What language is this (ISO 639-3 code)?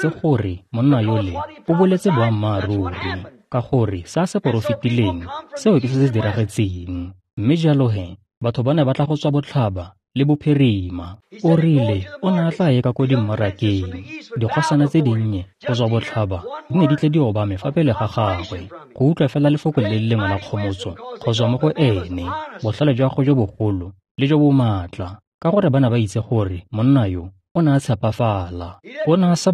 tsn